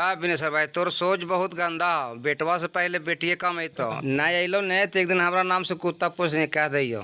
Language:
Magahi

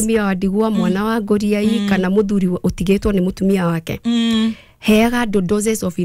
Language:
Kikuyu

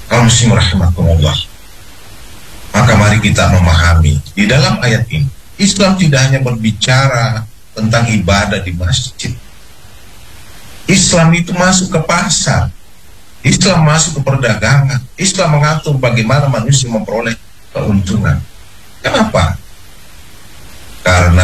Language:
Indonesian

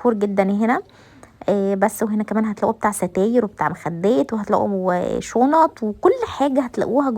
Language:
Egyptian Arabic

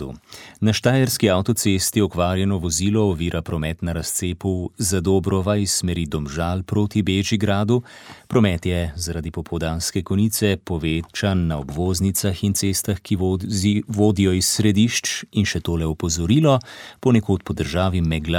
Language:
Slovenian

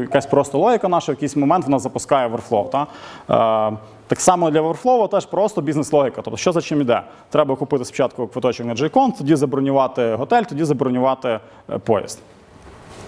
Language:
Ukrainian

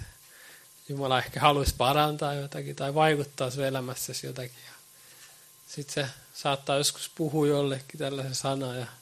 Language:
Finnish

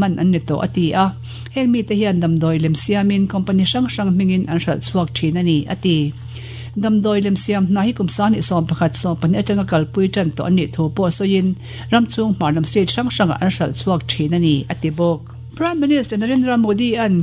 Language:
Mizo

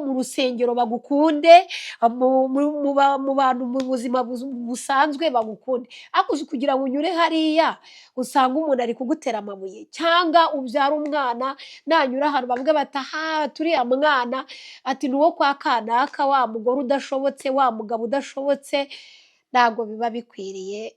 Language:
Kinyarwanda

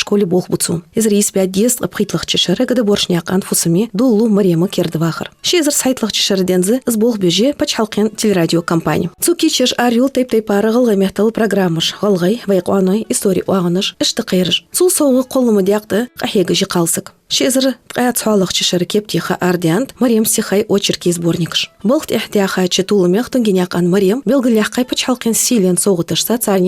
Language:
Ingush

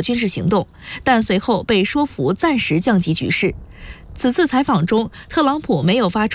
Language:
Chinese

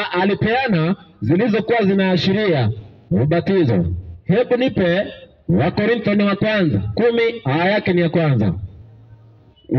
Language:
Swahili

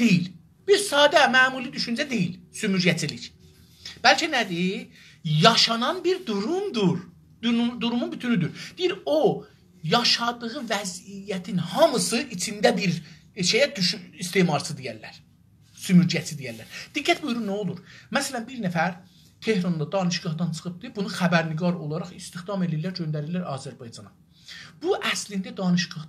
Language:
South Azerbaijani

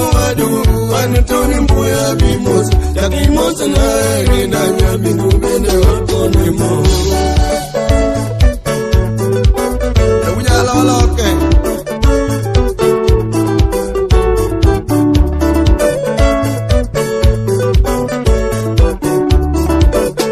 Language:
Luo (Kenya and Tanzania)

